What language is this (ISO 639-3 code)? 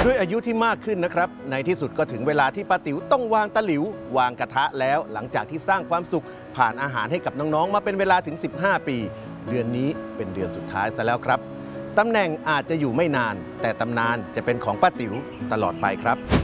tha